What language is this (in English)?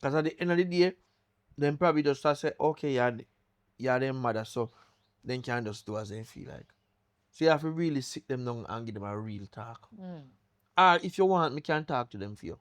Jamaican Creole English